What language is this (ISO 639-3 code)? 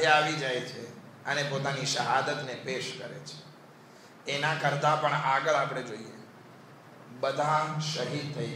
guj